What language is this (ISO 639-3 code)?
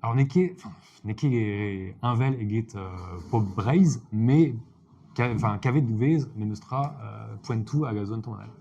bre